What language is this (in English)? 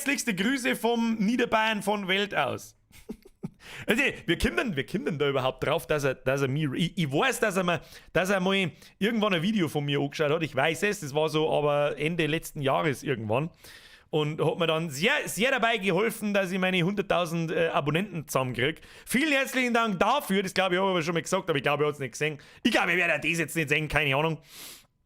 Bavarian